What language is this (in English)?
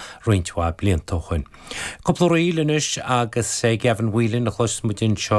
Irish